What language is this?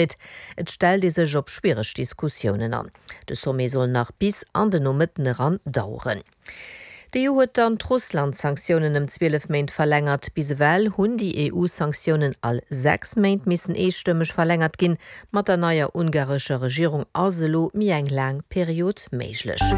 Luxembourgish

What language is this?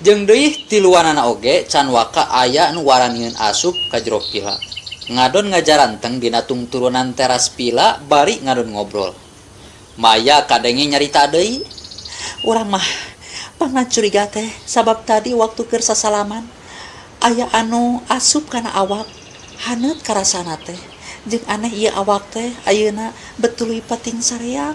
Sundanese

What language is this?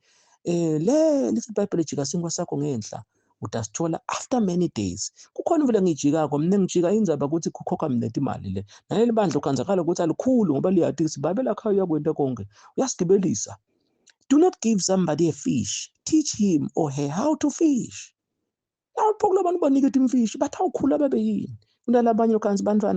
Zulu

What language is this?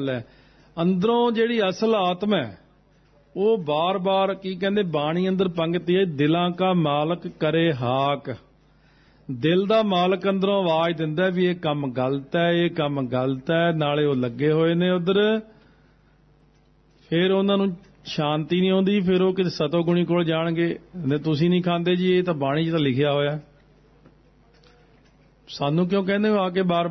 Punjabi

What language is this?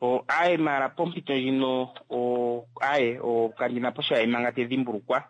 Kuanyama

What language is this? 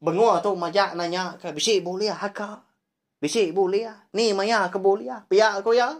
Iban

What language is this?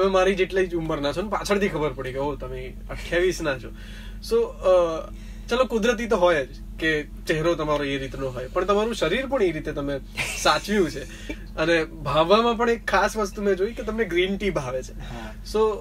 Gujarati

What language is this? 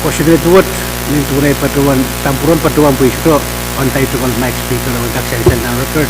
Pohnpeian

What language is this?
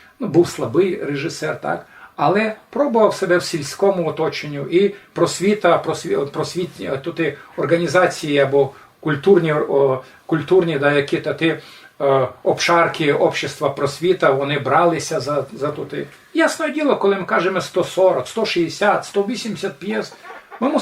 Rusyn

